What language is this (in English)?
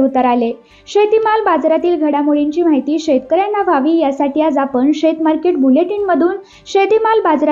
Marathi